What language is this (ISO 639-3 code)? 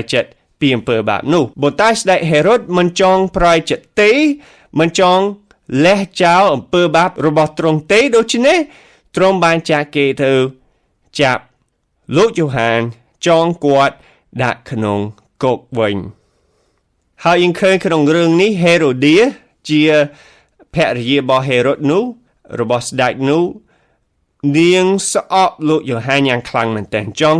khm